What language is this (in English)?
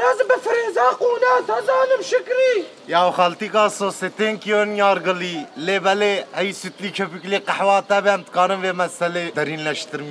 Kurdish